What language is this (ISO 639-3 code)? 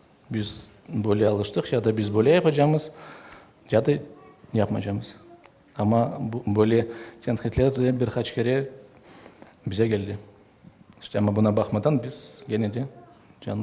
crh